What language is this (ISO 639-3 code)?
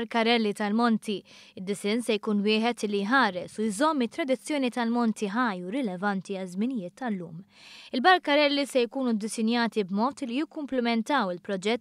mlt